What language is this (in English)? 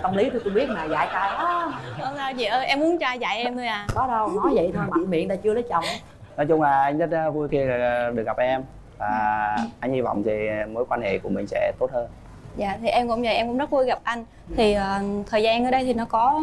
Vietnamese